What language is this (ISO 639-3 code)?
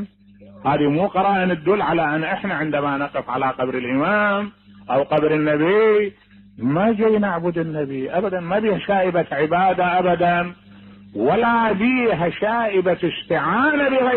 acm